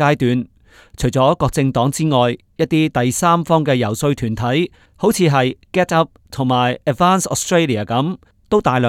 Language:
Cantonese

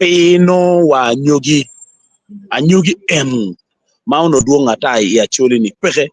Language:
Acoli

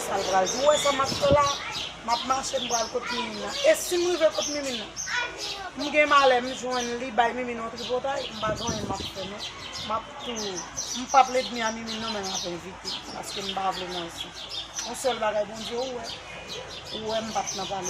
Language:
Haitian Creole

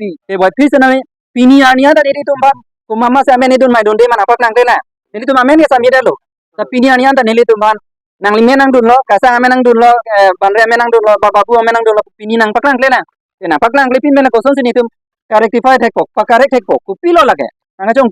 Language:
Karbi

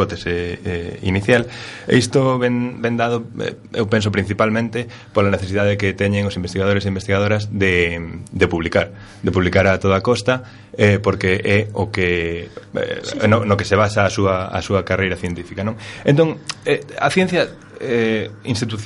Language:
Galician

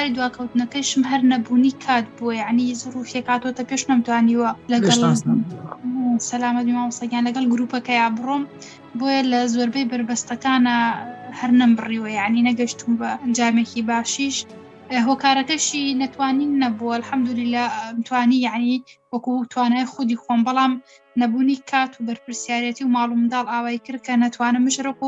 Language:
Central Kurdish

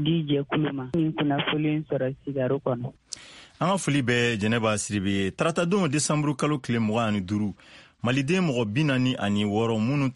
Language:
Bambara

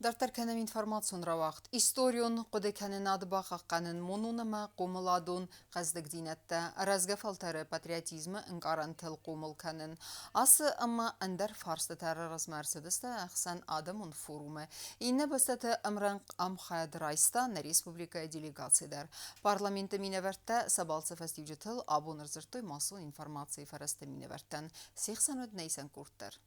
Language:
Ossetic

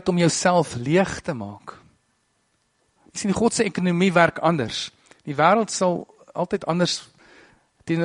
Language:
Afrikaans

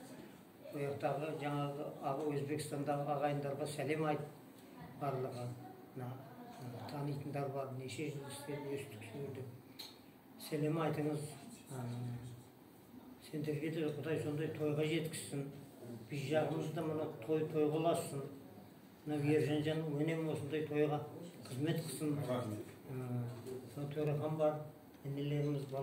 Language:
Kazakh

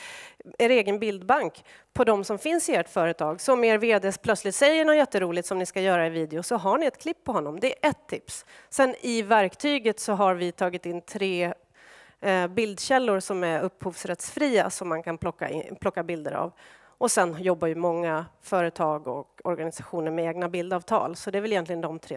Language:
Swedish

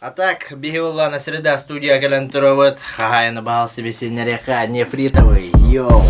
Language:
Yakut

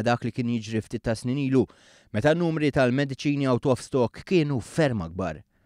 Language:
Maltese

